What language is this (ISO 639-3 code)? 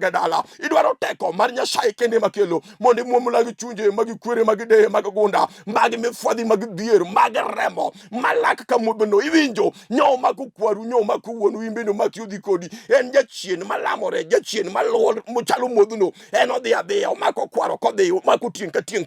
luo